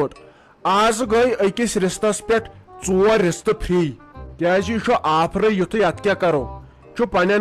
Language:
Kashmiri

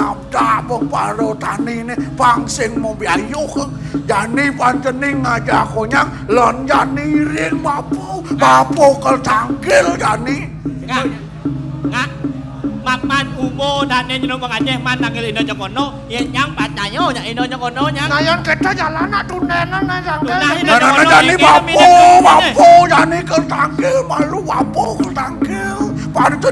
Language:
Balinese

